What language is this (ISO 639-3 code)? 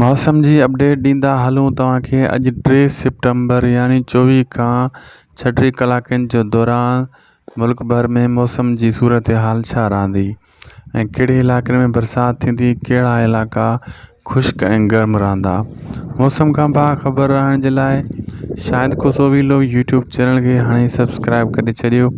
snd